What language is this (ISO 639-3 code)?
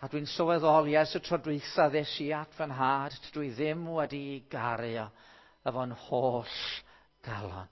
cym